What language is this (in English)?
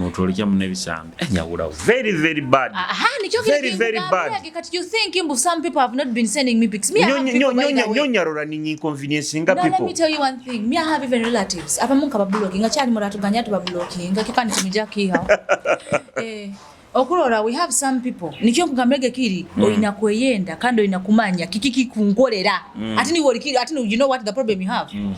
Nyoro